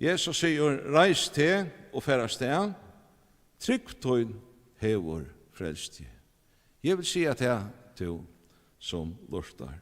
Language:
Faroese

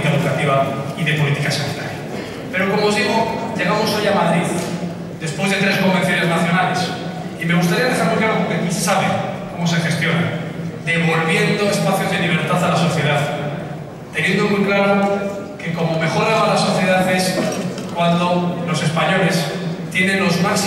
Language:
Spanish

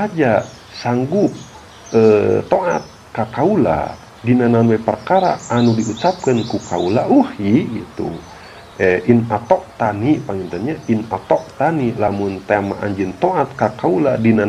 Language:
Sundanese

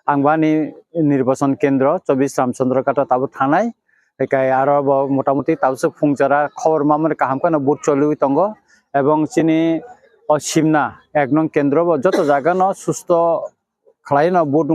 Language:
Kok Borok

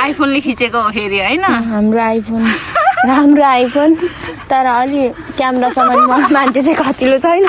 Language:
Nepali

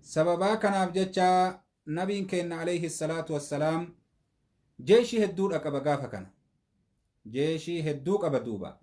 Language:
Oromo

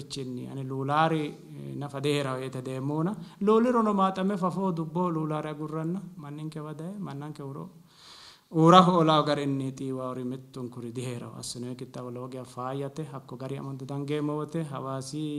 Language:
Sidamo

